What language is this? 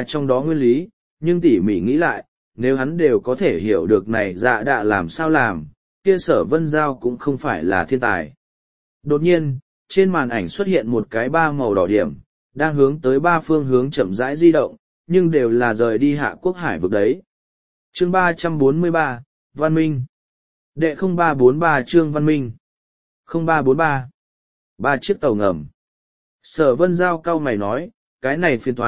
Vietnamese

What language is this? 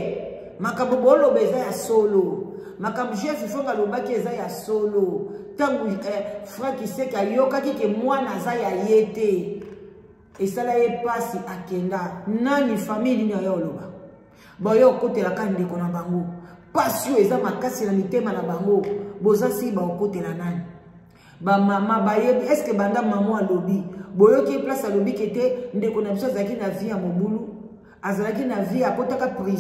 Lingala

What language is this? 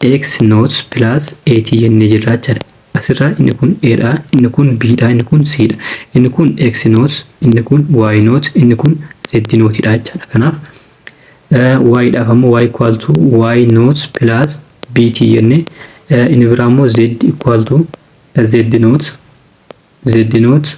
Oromo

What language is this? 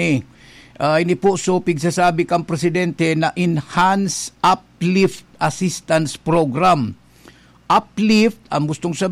Bikol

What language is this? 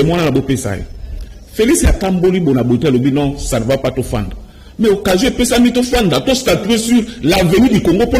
Lingala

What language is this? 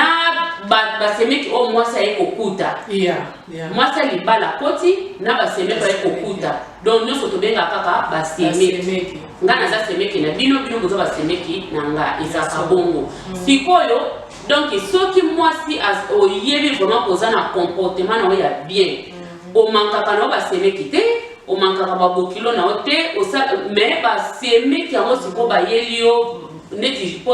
Lingala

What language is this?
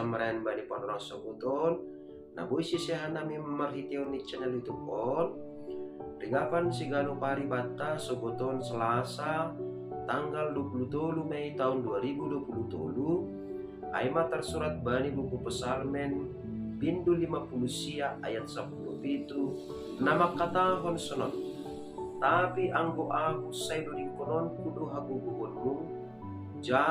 Batak Simalungun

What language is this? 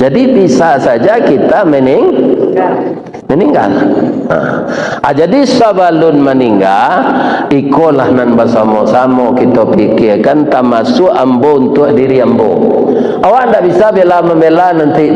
Minangkabau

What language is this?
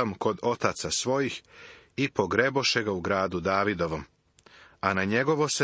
Serbian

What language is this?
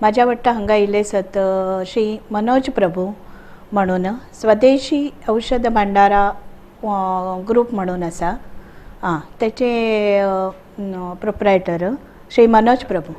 Konkani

